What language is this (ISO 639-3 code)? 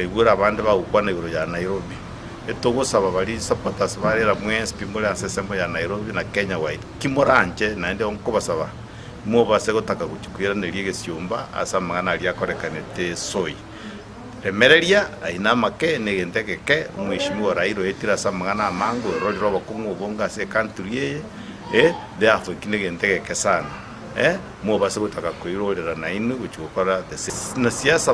guz